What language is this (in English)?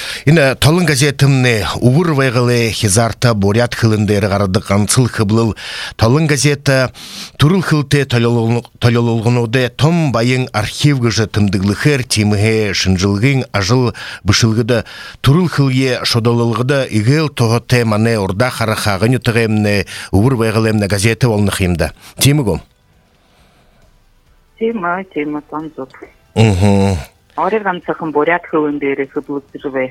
Buriat